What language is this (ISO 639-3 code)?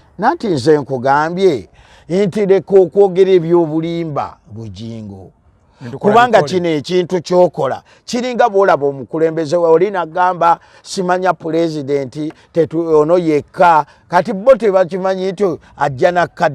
lug